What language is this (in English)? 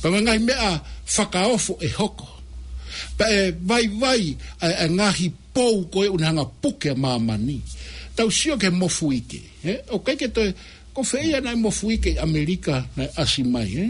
Tongan